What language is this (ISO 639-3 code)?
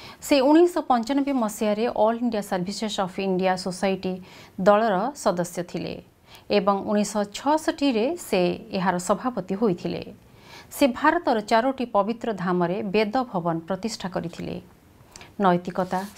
ori